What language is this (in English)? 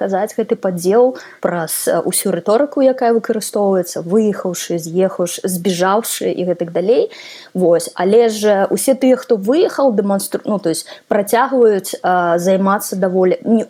Belarusian